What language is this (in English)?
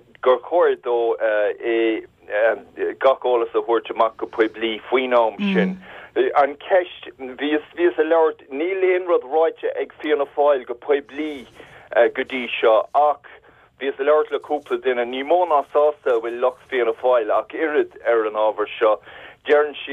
Irish